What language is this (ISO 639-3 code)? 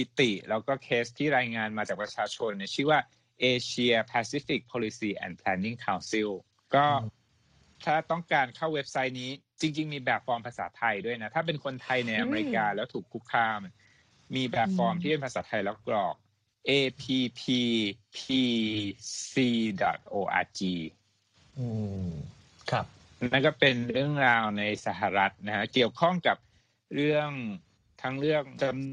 tha